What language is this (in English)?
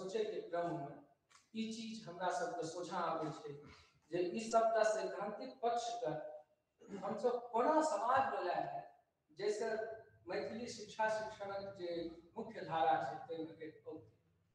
Maithili